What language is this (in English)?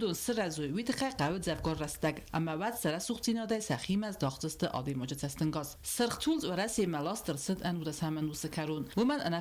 Ossetic